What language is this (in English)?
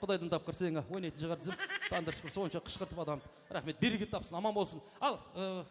Kara-Kalpak